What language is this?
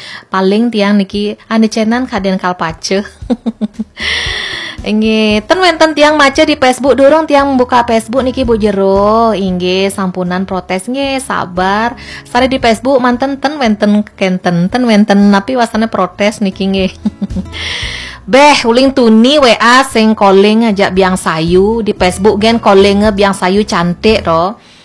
Balinese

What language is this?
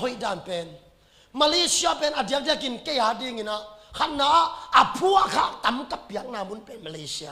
Tedim Chin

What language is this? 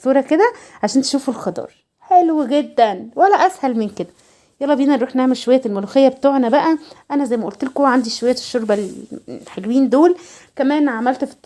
Egyptian Arabic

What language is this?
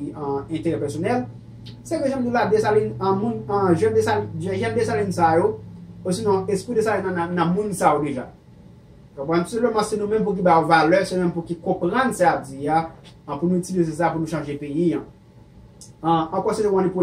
Haitian Creole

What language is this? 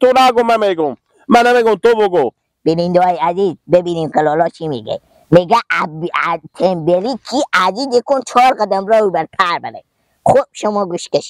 Persian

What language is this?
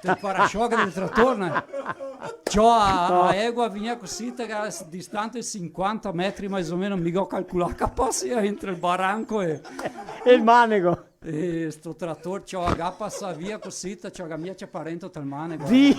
Venetian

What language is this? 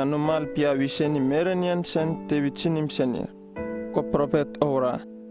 Uripiv-Wala-Rano-Atchin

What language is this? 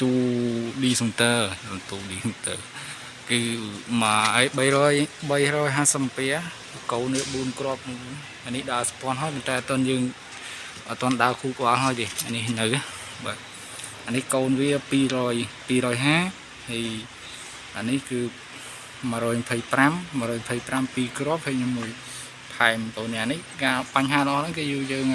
Khmer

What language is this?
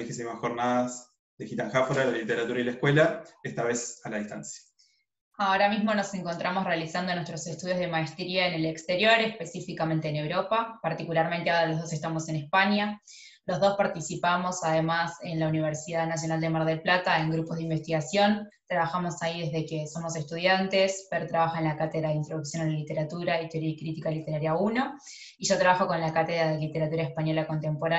Spanish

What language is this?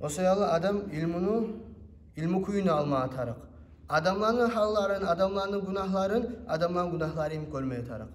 Kumyk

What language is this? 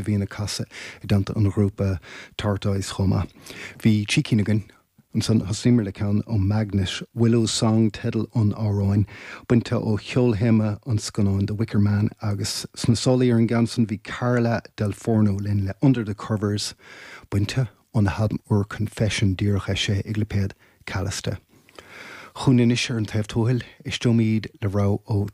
Irish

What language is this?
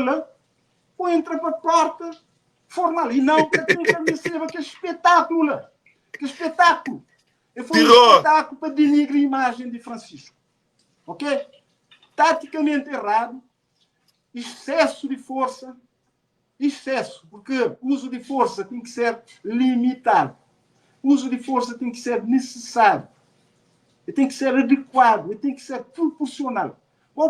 Kabuverdianu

